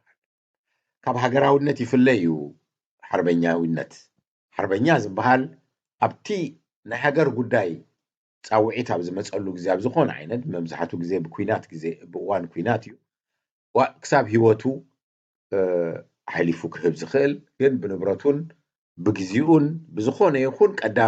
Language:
Tigrinya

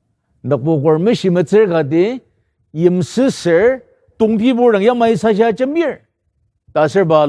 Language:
Ao Naga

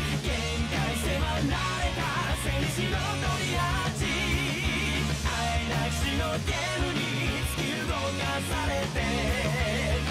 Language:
Japanese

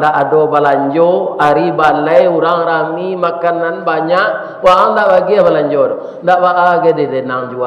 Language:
Minangkabau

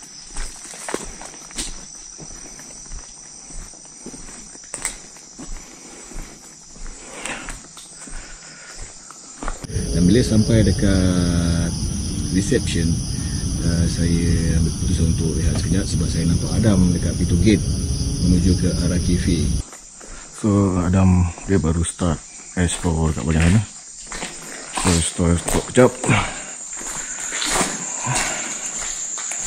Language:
Malay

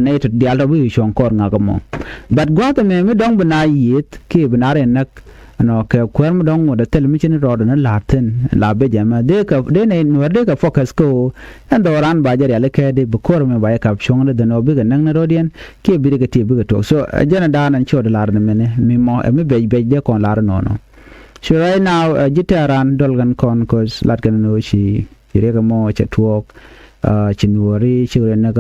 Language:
Nuer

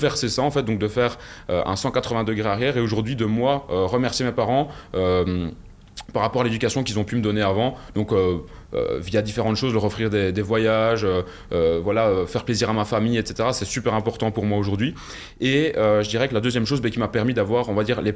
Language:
French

